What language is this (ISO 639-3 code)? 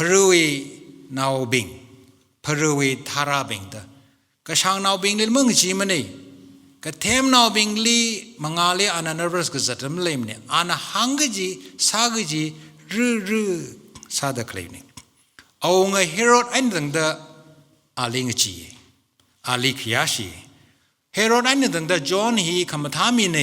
nmf